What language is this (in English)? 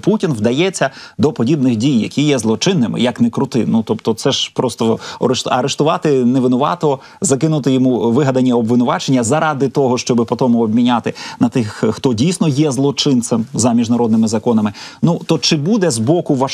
Ukrainian